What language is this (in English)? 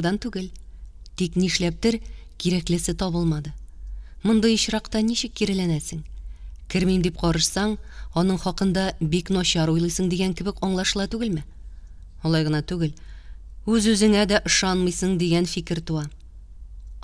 Tatar